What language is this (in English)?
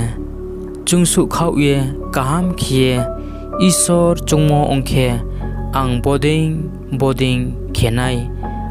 Riang (India)